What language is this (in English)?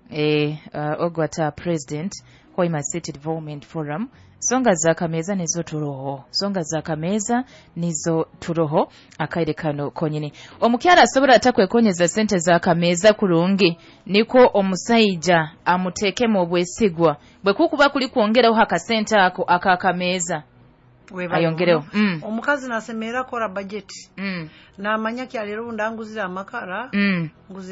Nyoro